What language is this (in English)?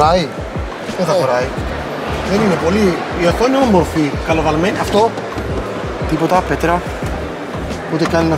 Greek